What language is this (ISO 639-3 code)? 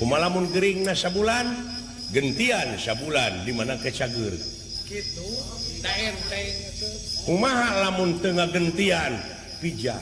sun